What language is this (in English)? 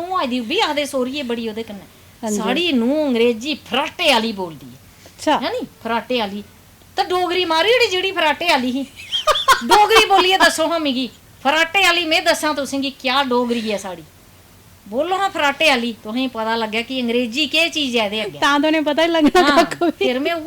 Dogri